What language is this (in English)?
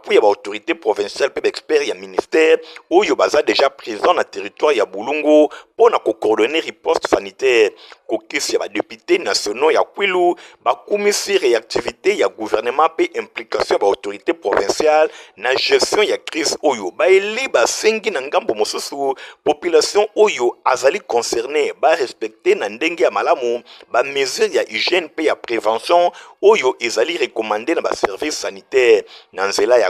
Lingala